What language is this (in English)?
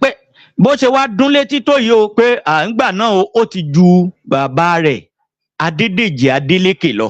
Yoruba